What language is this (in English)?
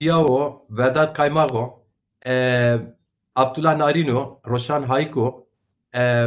Zaza